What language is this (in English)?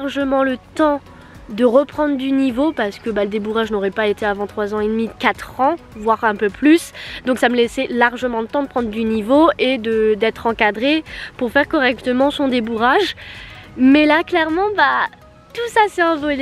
French